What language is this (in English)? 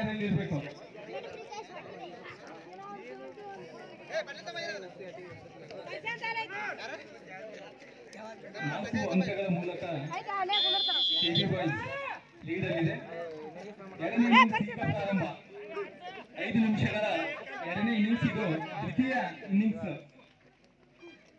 Kannada